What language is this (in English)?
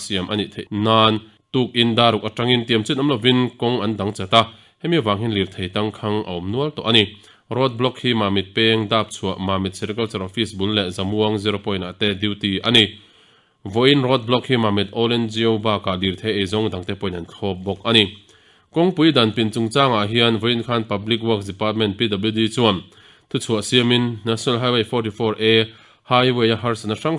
Mizo